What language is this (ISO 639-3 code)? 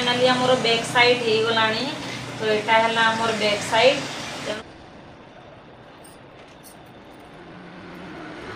ori